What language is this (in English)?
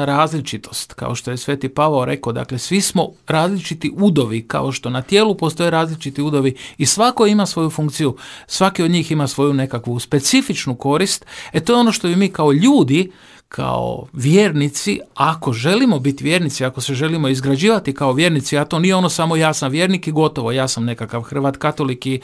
Croatian